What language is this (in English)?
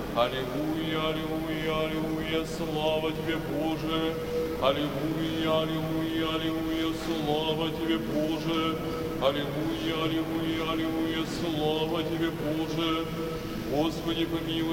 Russian